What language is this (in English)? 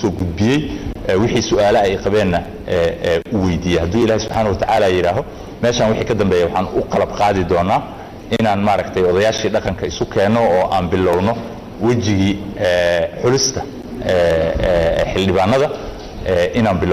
Somali